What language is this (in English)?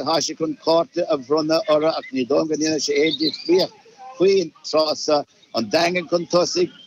Irish